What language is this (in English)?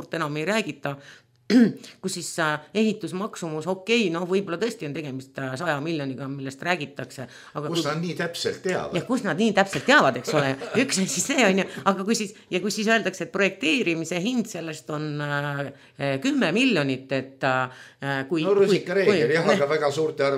Estonian